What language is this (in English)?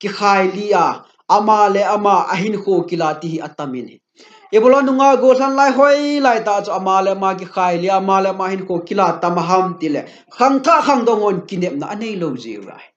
Thado Chin